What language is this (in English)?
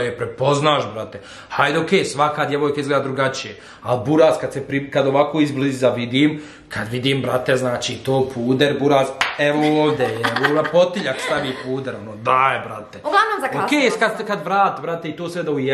Bosnian